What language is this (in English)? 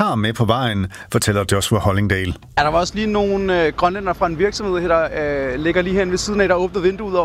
Danish